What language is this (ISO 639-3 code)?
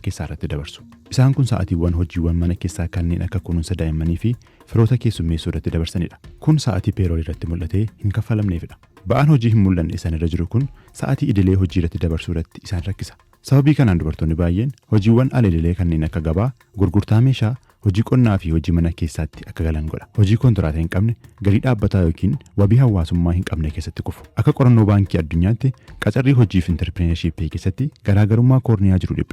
orm